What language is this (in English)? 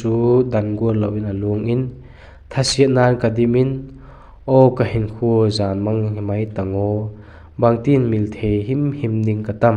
Vaiphei